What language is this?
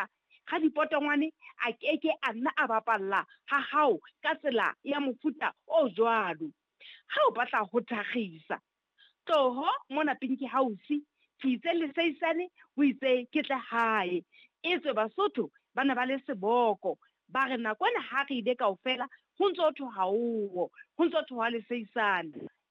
Southern Sotho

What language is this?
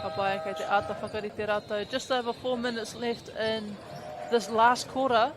Māori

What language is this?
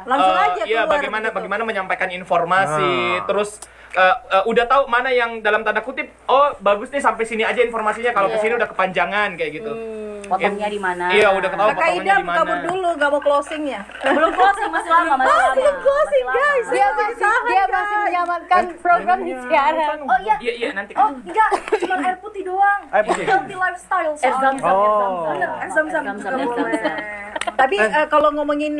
Indonesian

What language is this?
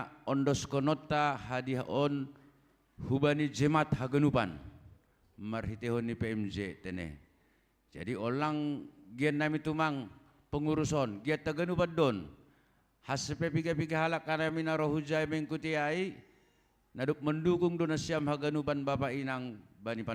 Batak Simalungun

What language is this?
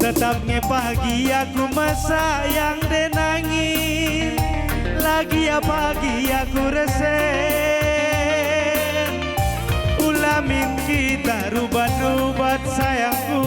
Batak Karo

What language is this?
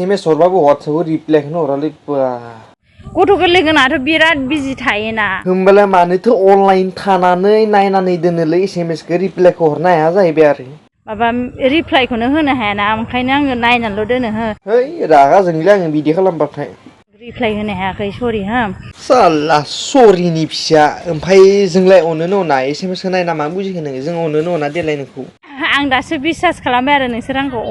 Bodo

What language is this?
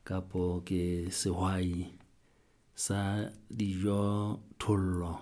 Southern Sotho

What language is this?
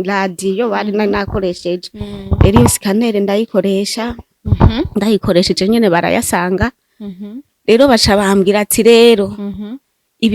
Rundi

